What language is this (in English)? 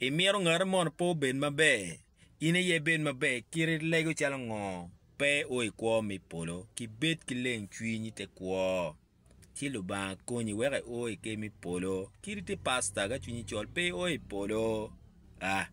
Acoli